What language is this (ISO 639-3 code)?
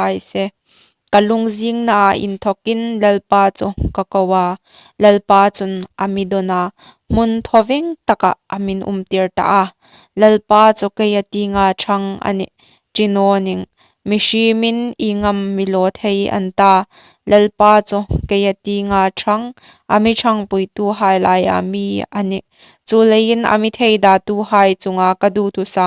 hmr